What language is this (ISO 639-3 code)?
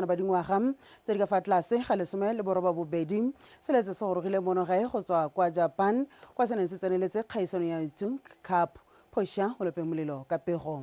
tsn